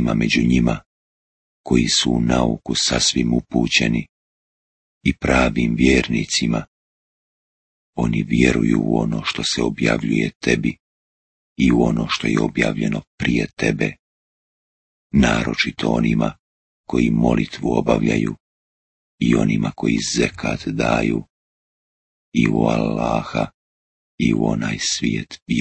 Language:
Bosnian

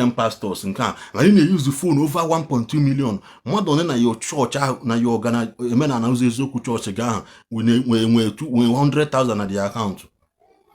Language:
Igbo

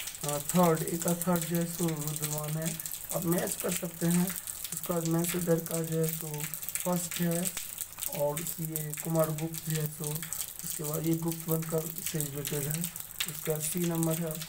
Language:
Hindi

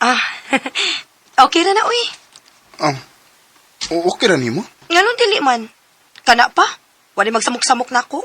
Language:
Cebuano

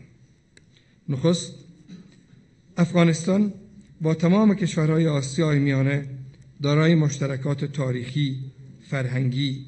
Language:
Persian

